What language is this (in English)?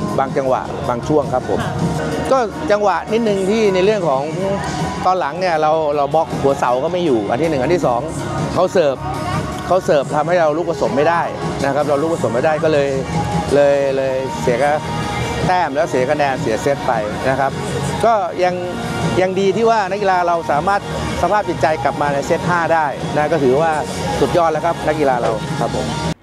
Thai